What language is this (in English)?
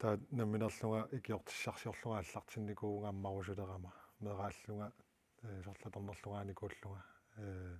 Kalaallisut